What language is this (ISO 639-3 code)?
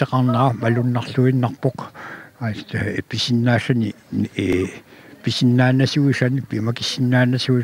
kal